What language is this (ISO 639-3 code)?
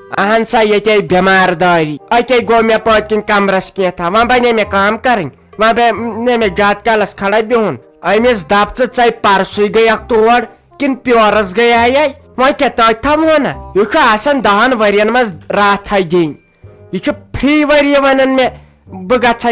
kas